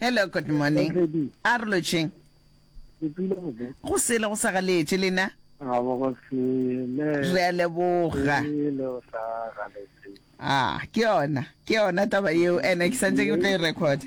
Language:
Northern Sotho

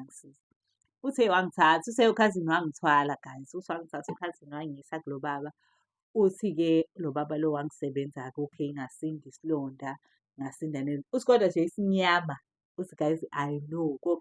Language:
Zulu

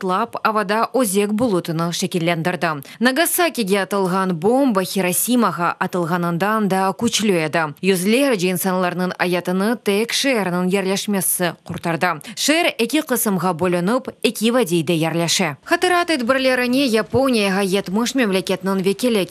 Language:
Crimean Tatar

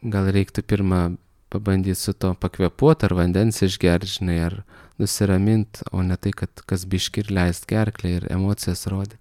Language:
Lithuanian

